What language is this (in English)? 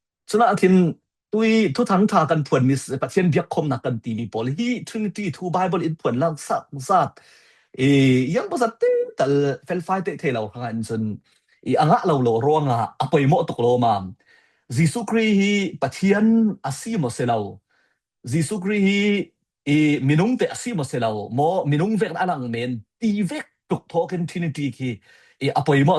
Falam Chin